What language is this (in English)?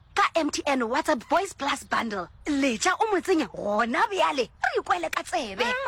Northern Sotho